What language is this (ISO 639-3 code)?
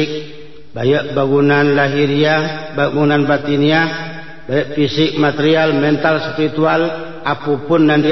min